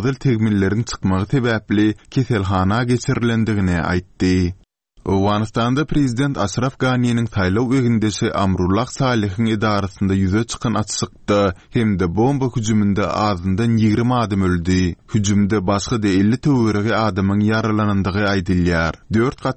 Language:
Turkmen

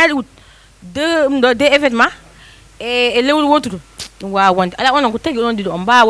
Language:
Fula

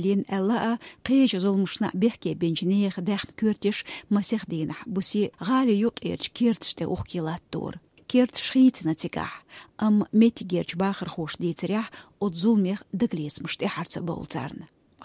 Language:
Chechen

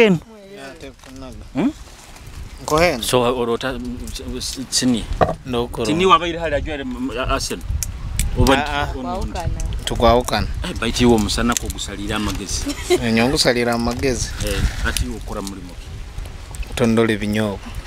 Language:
Nyoro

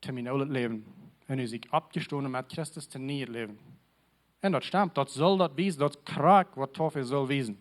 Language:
Plautdietsch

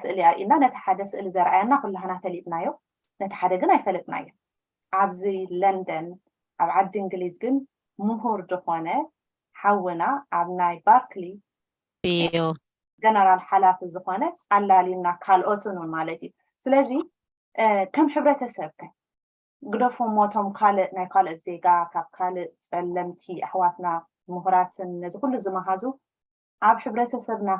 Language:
Tigrinya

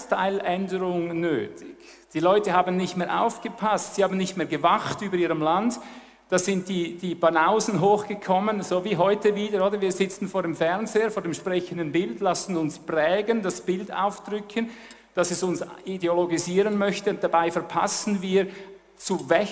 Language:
German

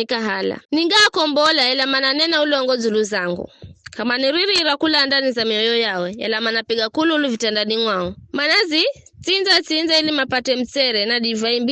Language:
Giryama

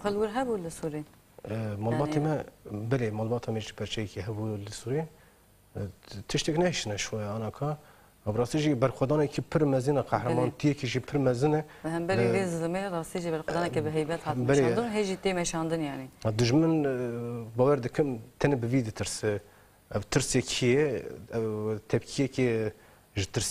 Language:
Kurdish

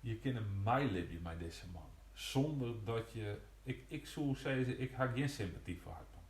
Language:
Western Frisian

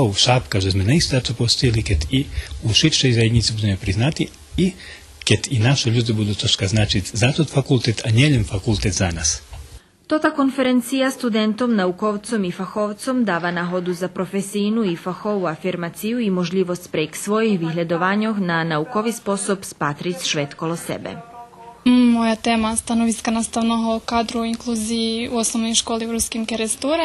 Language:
Rusyn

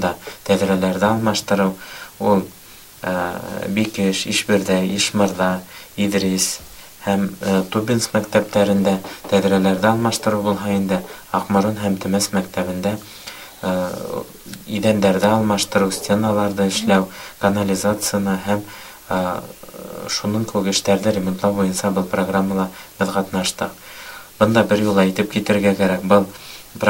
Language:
Bashkir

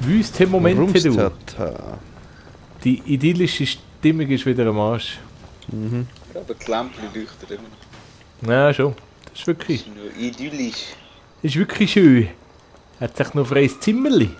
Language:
Swiss German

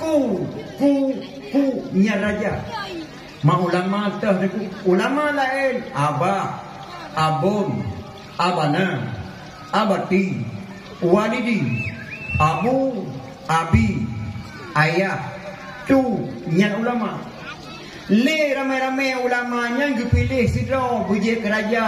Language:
Achinese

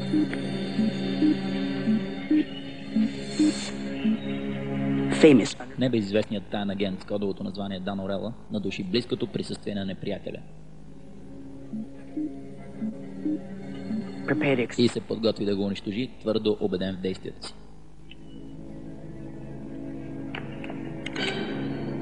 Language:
Bulgarian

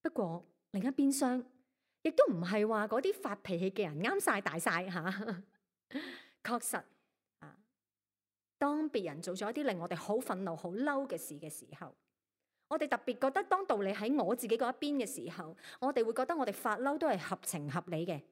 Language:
Cantonese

